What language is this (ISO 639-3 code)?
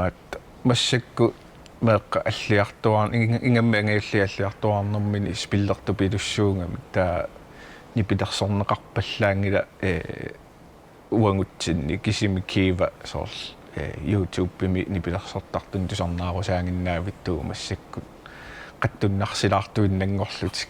kal